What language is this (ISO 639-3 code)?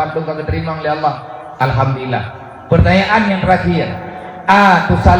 ace